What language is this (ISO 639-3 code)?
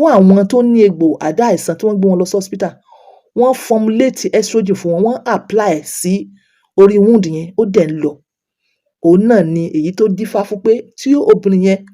yor